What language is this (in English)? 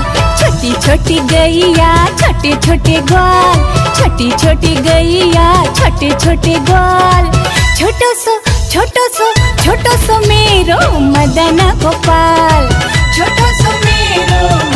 Braj